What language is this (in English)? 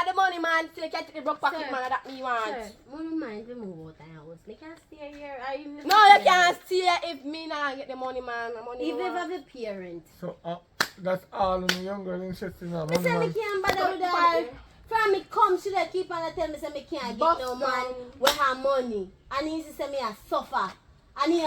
Jamaican Creole English